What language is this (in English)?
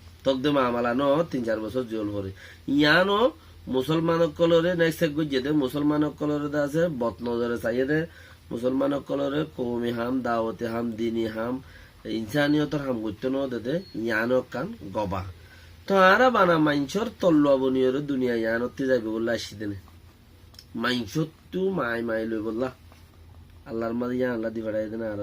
Rohingya